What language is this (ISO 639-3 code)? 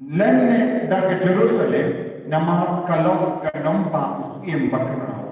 kha